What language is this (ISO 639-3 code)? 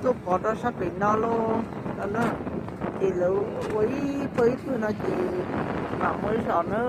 hmn